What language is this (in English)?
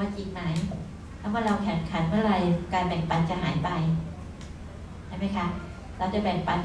Thai